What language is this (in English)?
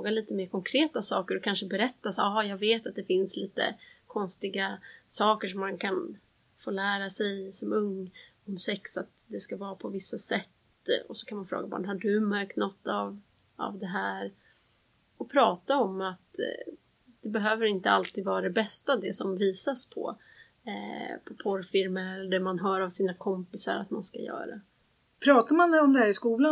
Swedish